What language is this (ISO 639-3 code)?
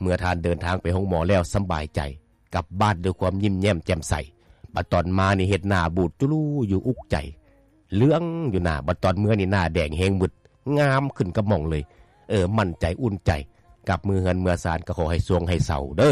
lao